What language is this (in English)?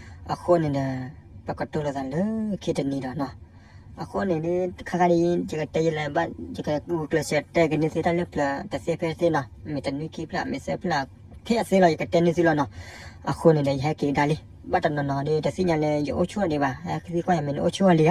S'gaw Karen